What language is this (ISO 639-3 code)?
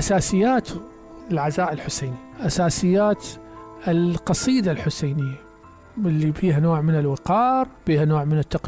acm